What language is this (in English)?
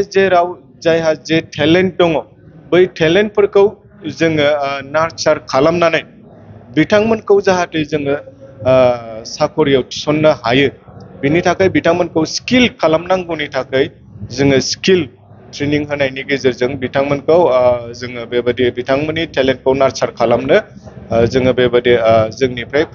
Bodo